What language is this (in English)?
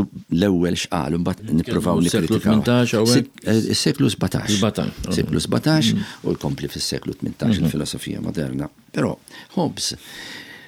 Maltese